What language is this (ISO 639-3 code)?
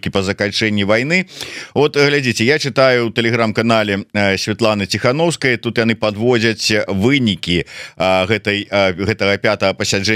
bel